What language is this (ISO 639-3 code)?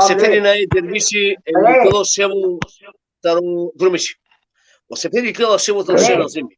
rmn